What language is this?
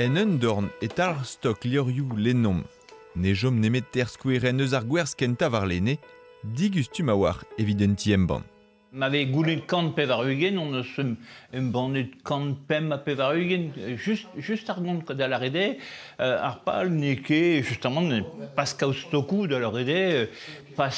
Breton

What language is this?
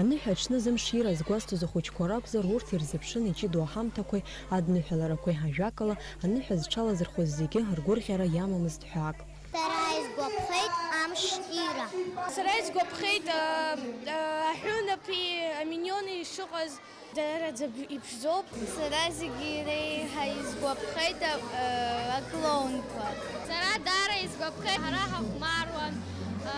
Abkhazian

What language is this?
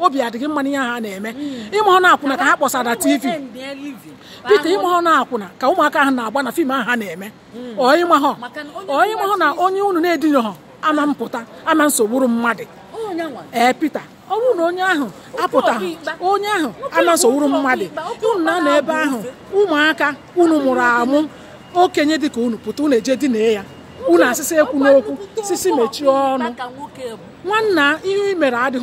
Igbo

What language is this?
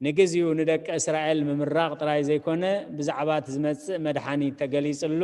Tigrinya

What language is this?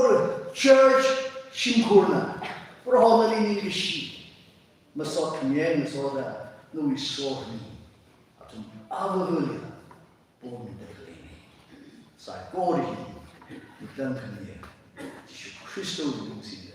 Tangkhul Naga (India)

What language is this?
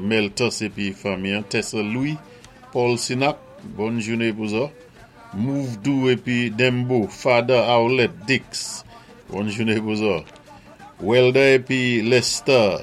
Saint Lucian Creole French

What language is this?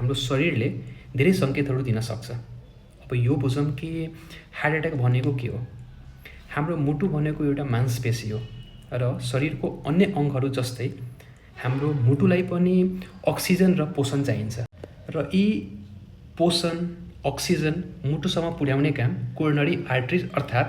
Nepali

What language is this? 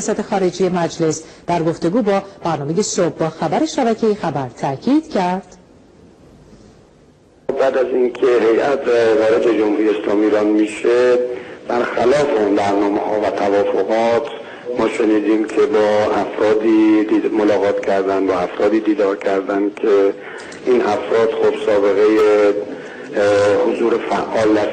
Persian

